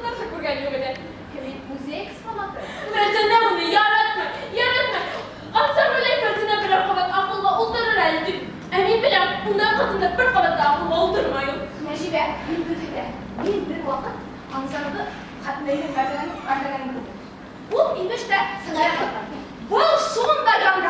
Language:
Bashkir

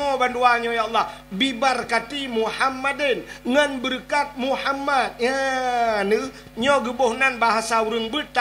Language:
Achinese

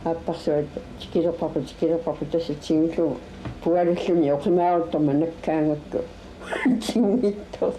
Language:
Kalaallisut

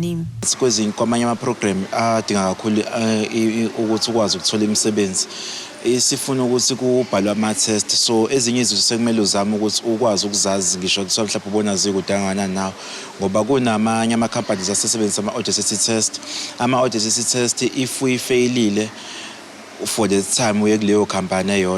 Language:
Zulu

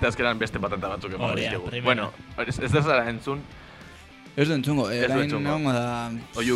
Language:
Basque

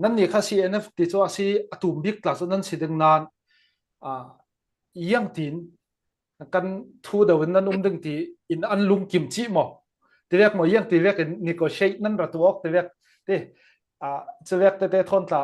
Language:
Falam Chin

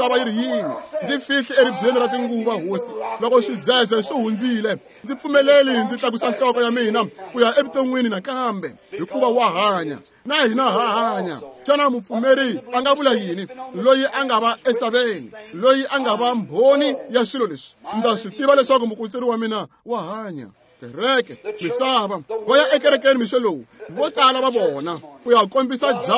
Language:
Tsonga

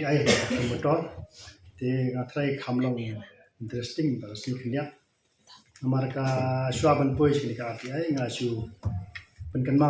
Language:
Khasi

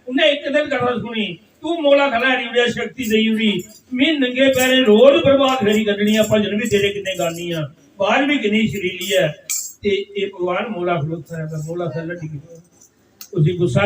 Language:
Dogri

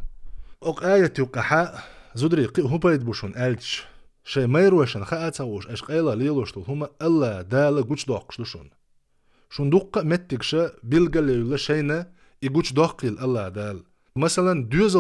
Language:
Chechen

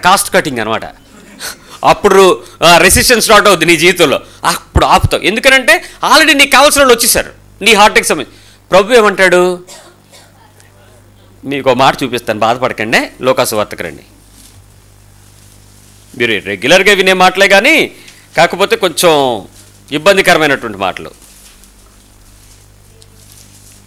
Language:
Telugu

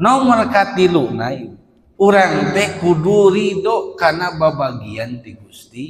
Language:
Sundanese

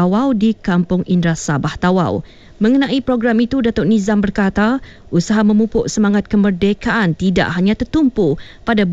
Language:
Malay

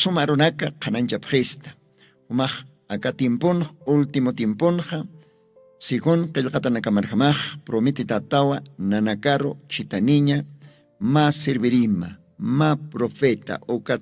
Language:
Aymara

